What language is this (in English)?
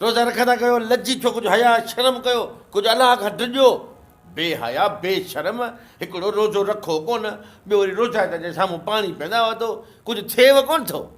Sindhi